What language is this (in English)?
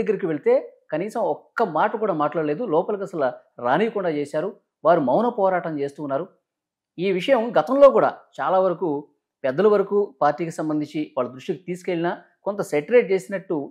Telugu